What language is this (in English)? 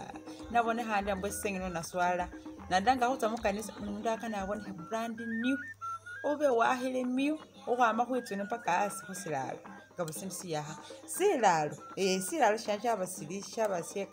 Masaaba